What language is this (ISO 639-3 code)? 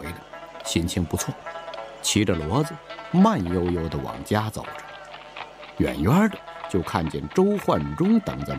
zho